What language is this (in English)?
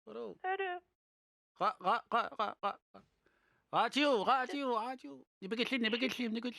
Kalaallisut